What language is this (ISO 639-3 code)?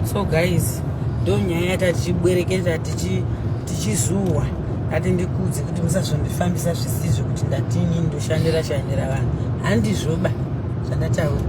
sna